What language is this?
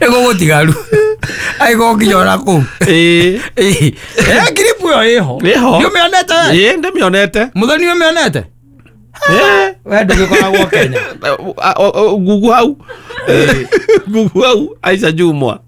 Kikuyu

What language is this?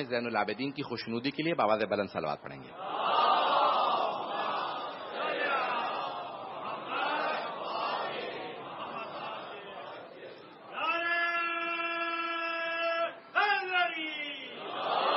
Urdu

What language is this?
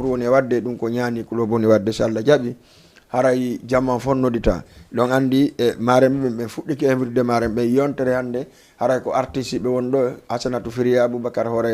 Fula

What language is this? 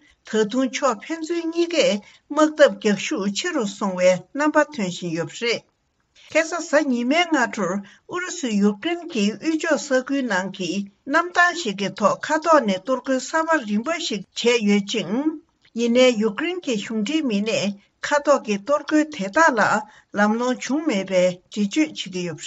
Tibetan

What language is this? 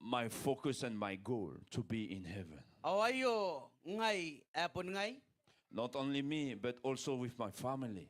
Gilbertese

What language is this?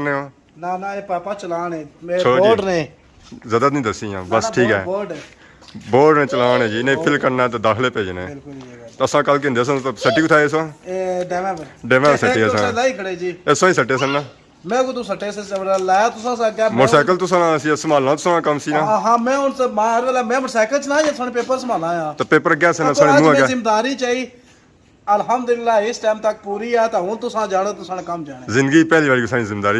Pahari-Potwari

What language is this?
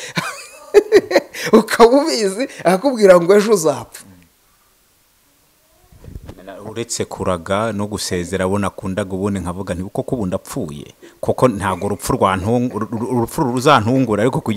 Kinyarwanda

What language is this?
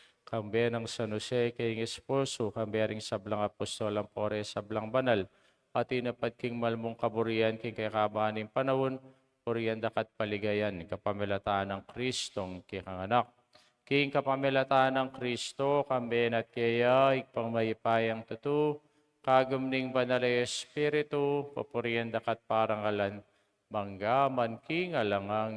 Pampanga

